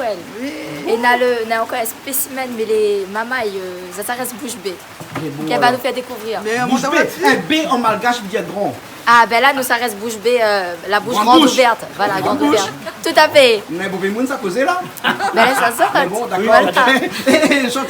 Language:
Réunion Creole French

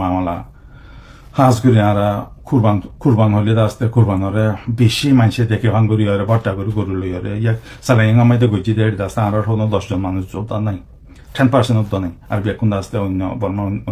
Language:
Rohingya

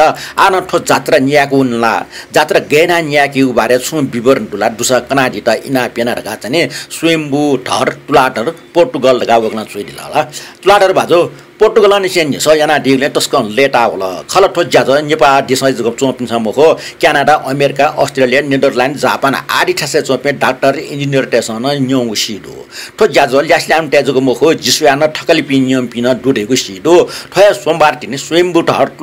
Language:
Newari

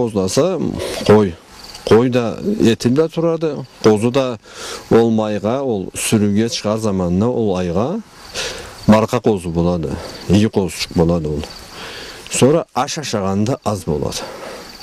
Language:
Karachay-Balkar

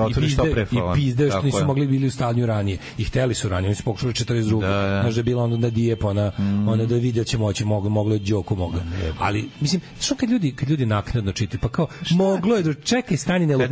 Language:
Serbian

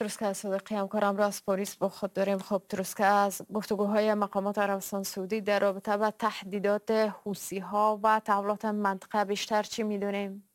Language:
Persian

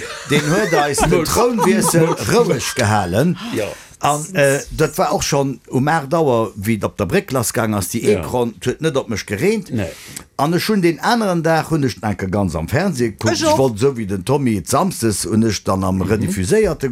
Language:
Luxembourgish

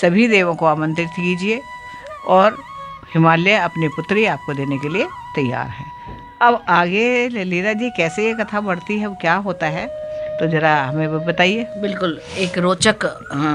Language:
Hindi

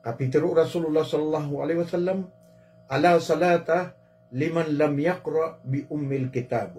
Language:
Maranao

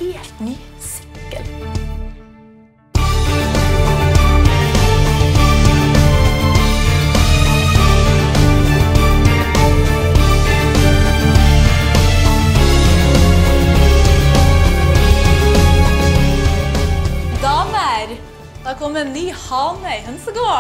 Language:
Norwegian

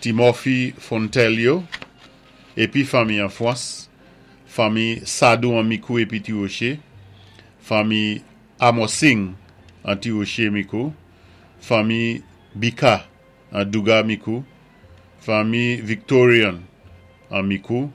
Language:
Saint Lucian Creole French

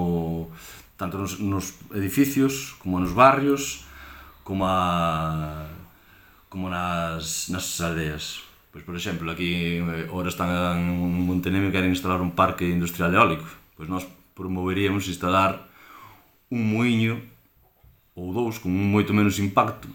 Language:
Galician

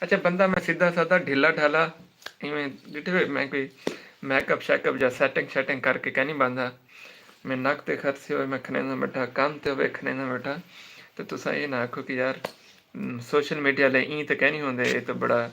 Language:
Saraiki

